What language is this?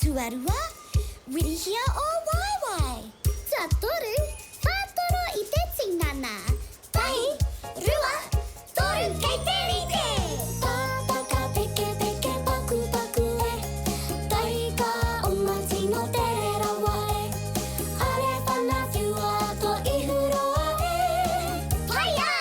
Māori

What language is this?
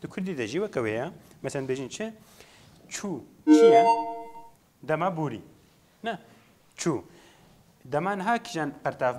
Kurdish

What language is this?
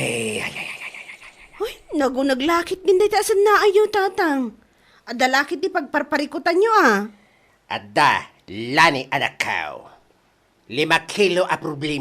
Iloko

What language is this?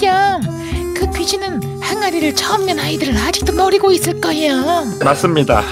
Korean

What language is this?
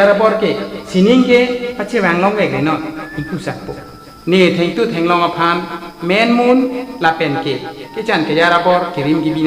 Karbi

